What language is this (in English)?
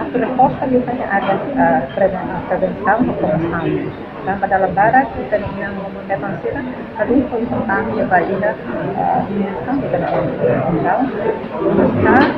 Tetum